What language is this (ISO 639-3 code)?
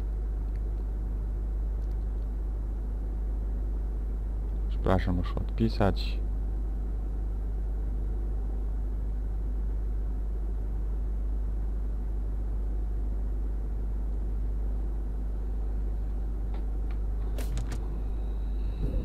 pol